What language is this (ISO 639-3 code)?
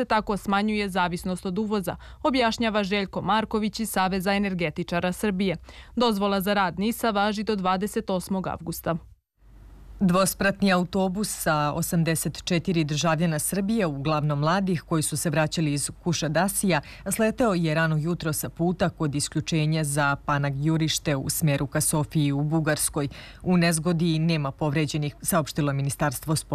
srp